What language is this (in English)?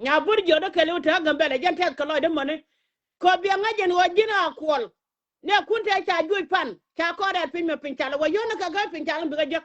Nuer